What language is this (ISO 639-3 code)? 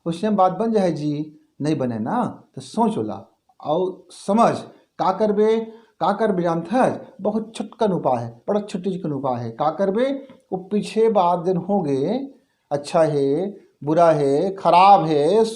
hne